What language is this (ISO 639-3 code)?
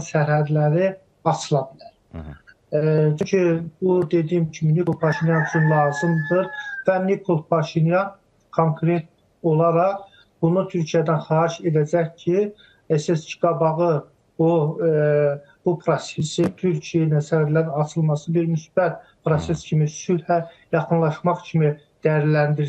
aze